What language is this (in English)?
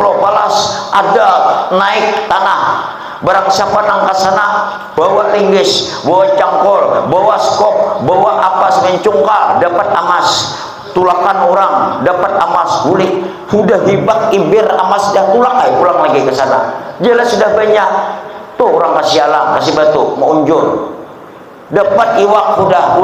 Banjar